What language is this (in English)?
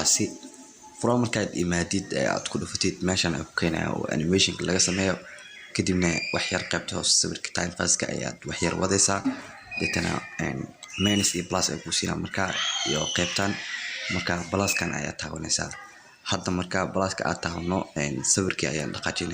Somali